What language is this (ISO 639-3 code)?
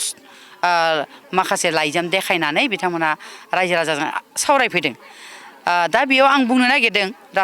brx